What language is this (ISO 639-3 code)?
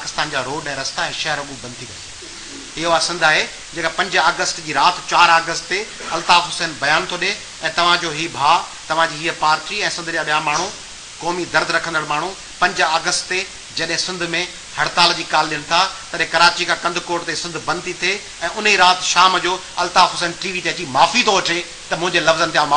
snd